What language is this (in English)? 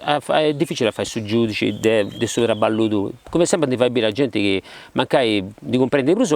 Sardinian